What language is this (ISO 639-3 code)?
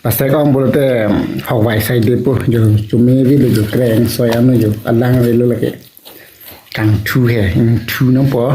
mjw